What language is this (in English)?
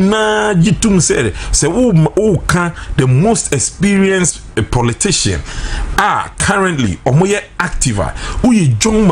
Akan